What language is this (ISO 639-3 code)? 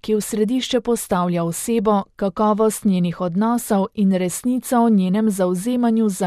slv